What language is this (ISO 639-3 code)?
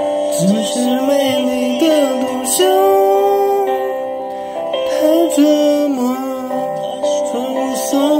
zho